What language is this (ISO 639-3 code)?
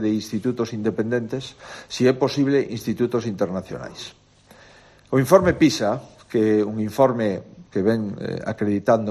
glg